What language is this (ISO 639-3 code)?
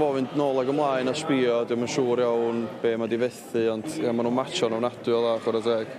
cym